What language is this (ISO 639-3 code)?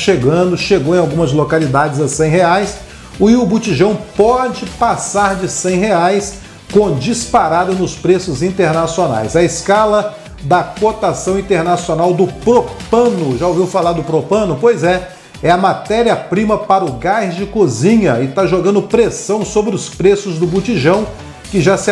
por